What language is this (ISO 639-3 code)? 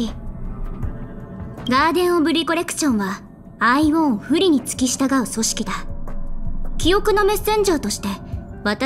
jpn